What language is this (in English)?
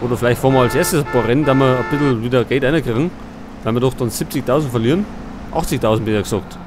Bavarian